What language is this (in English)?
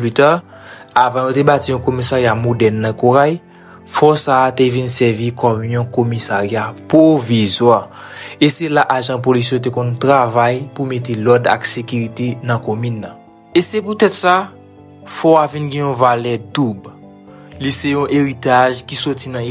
Haitian Creole